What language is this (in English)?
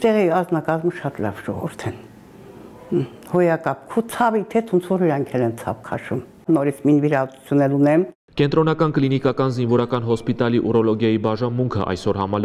Armenian